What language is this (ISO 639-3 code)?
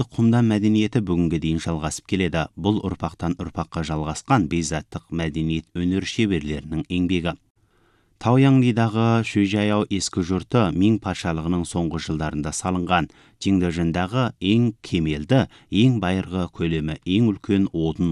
kaz